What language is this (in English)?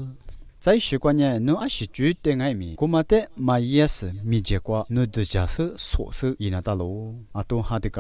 Lisu